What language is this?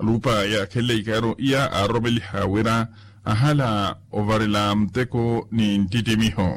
Makhuwa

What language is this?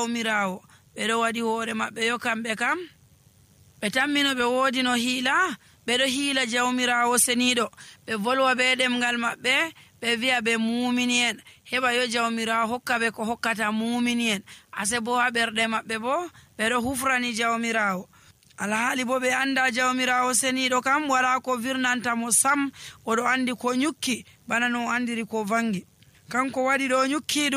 Nigerian Fulfulde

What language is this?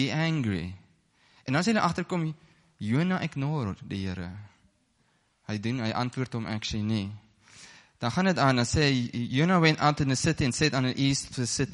Afrikaans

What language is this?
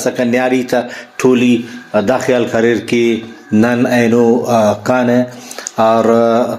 Brahui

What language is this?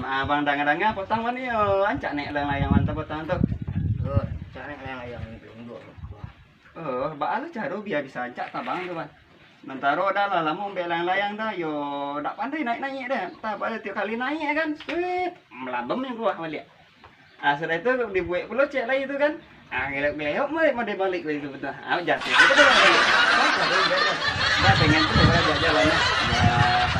Minangkabau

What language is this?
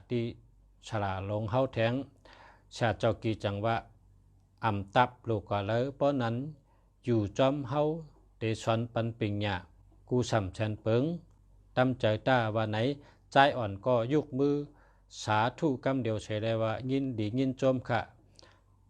Shan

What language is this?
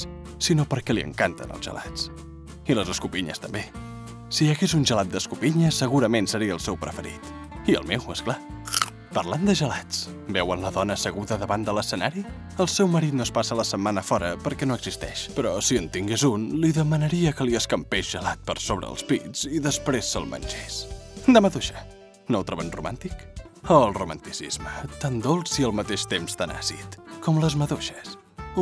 Catalan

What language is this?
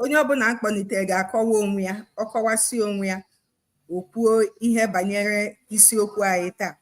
Igbo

